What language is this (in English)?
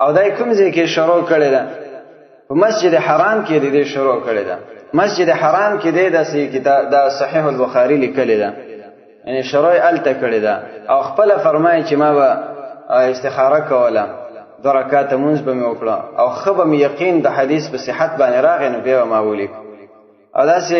Pashto